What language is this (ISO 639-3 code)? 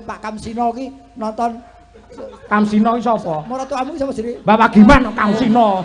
jav